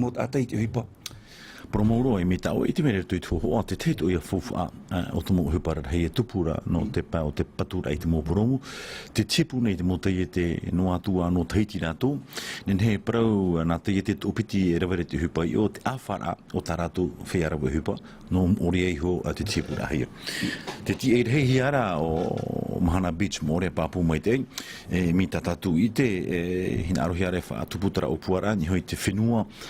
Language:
Tahitian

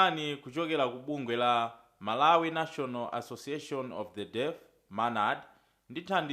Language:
Nyanja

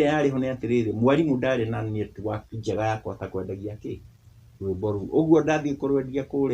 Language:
Kikuyu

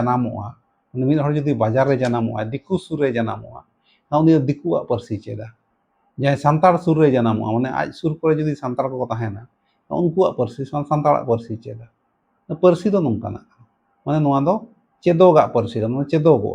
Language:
Santali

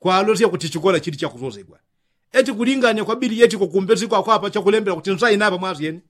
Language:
Yao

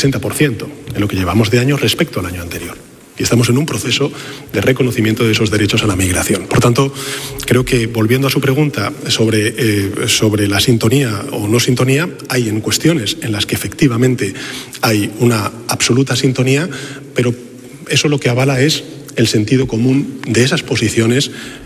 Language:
Spanish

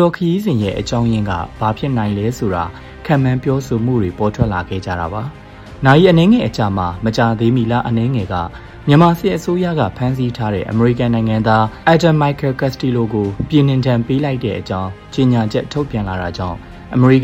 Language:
Burmese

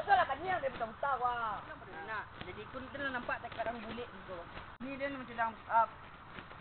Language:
Minangkabau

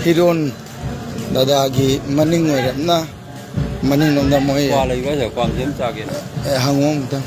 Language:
Manipuri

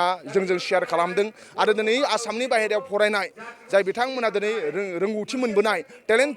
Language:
Bodo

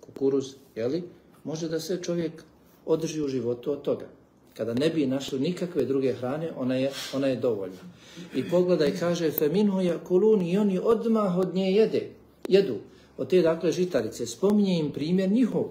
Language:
Bosnian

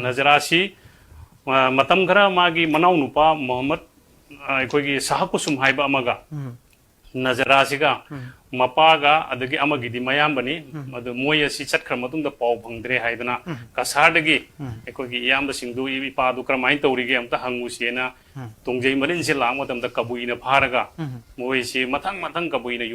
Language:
Manipuri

